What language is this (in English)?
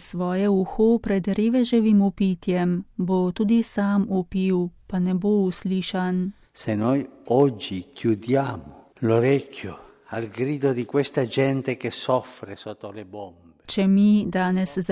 Slovenian